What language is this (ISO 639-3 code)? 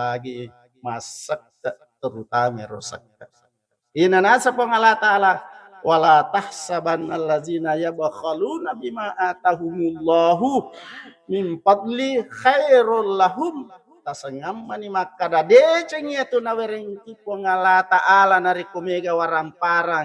bug